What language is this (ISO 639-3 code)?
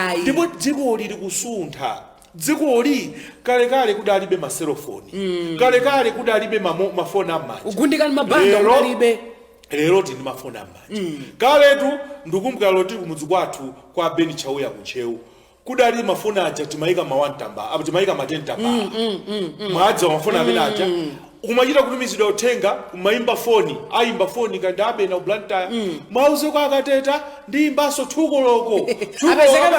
nya